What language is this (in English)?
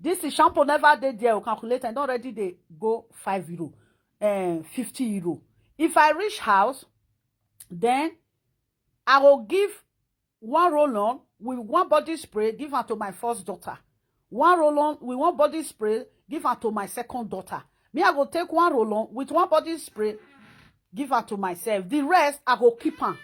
Nigerian Pidgin